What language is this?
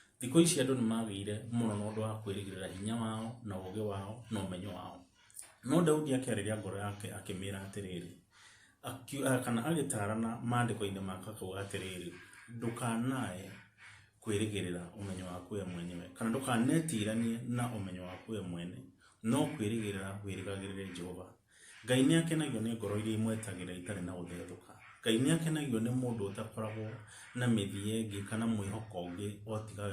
Kikuyu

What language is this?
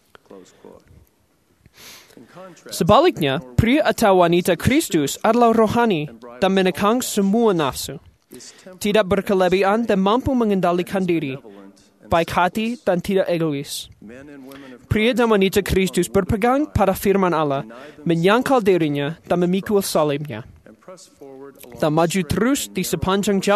Indonesian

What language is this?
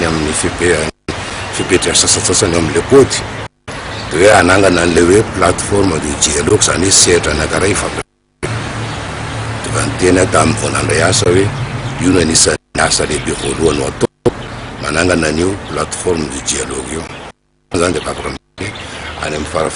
Malagasy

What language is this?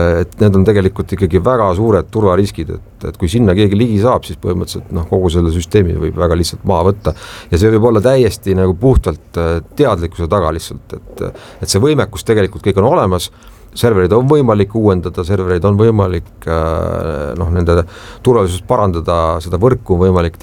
Estonian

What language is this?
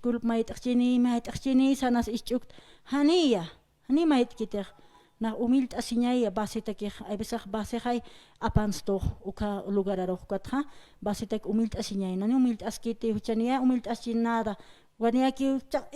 Aymara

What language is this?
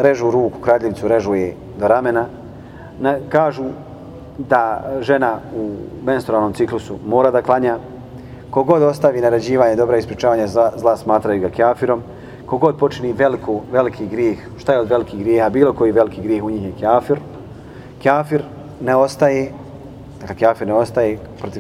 Bosnian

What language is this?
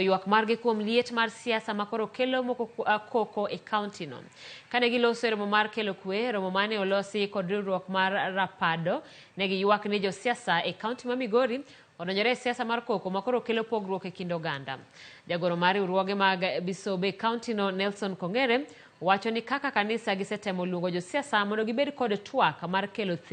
Luo (Kenya and Tanzania)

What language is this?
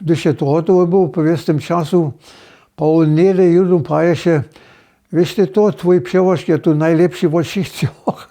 Upper Sorbian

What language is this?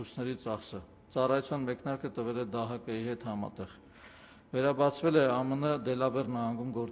Armenian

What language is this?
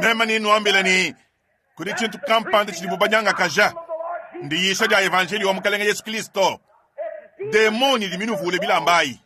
Luba-Lulua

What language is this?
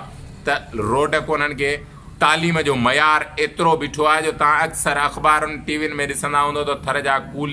Sindhi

